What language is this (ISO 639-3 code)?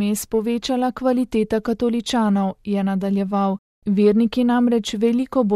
slv